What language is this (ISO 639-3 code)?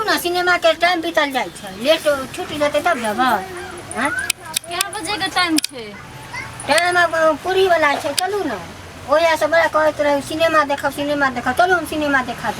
mai